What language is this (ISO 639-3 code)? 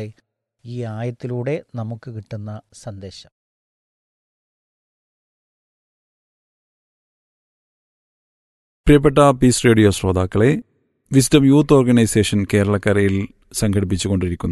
mal